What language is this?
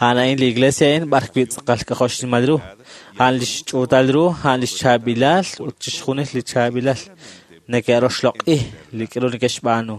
Kekchí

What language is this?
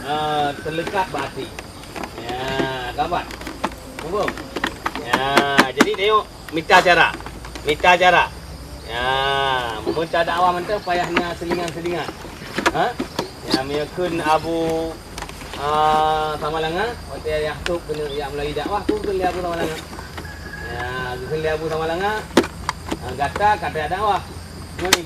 Achinese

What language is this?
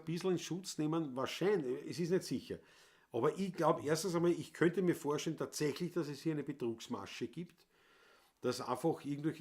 Bavarian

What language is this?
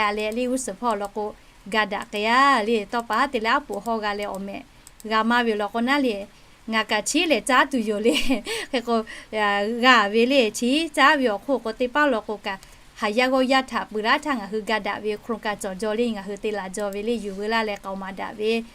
Lahu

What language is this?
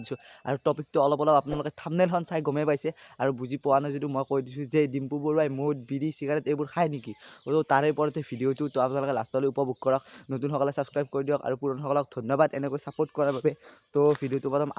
Assamese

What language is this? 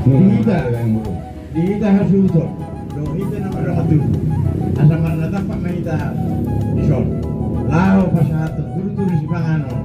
Batak Toba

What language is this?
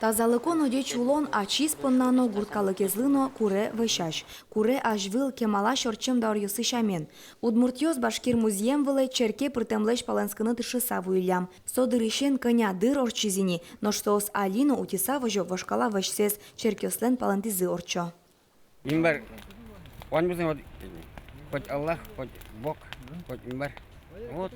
Udmurt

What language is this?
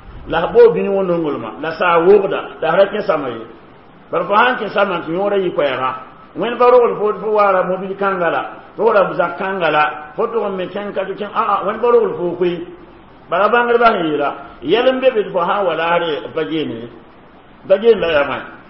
Mossi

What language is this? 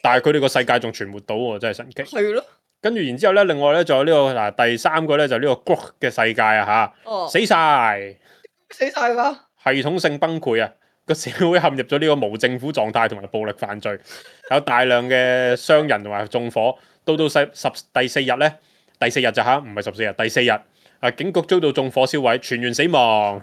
Cantonese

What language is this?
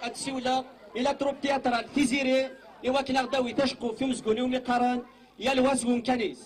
Kabyle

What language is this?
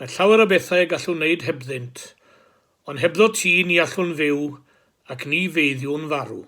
Welsh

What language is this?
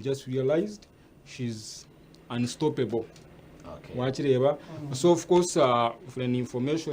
Nyankole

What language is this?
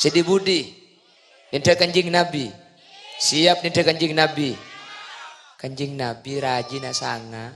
Madurese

